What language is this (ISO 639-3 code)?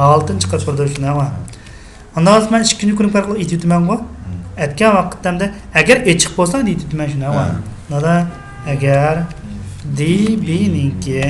uig